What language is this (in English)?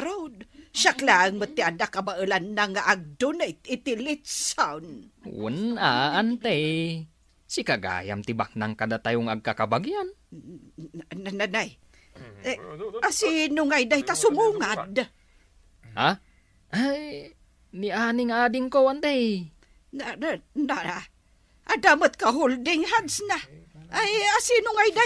Iloko